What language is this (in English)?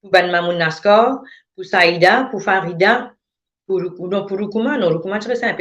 Morisyen